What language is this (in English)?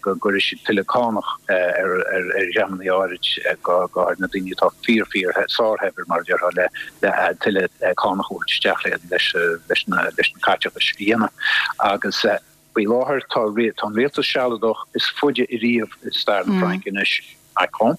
Irish